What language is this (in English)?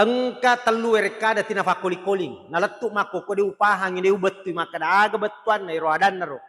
Buginese